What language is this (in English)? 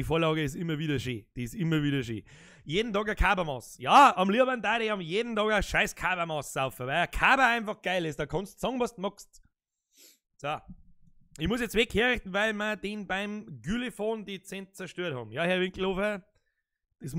Bavarian